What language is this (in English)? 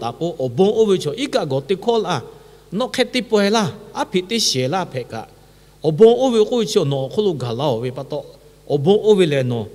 Lahu